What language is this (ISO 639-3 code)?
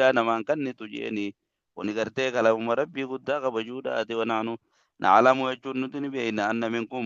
orm